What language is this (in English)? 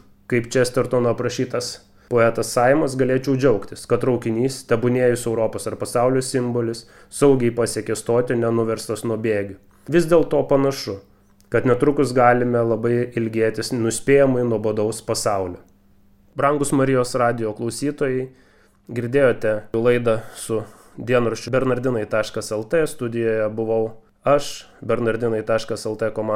Lithuanian